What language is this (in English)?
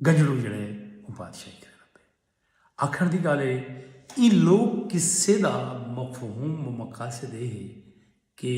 Saraiki